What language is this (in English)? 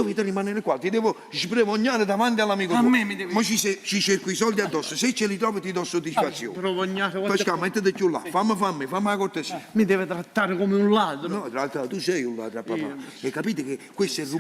Neapolitan